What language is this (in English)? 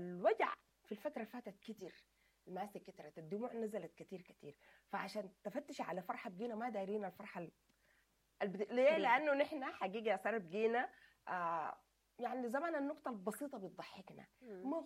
Sudanese Arabic